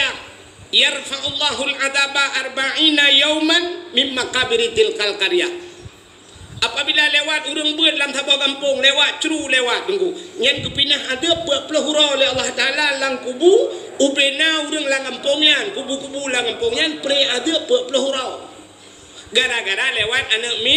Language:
Achinese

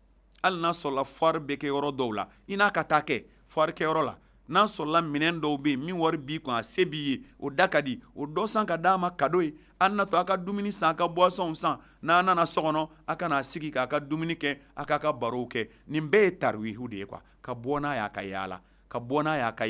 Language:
Bambara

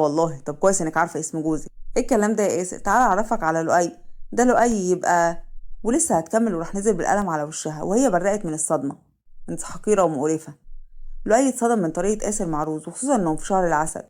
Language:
Egyptian Arabic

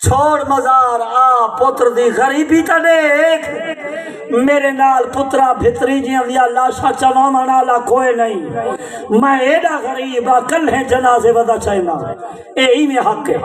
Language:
Saraiki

